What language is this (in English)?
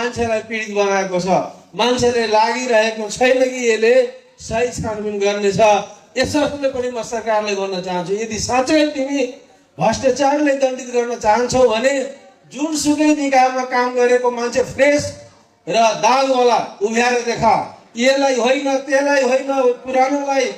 Nepali